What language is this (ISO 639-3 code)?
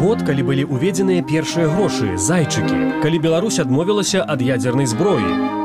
bel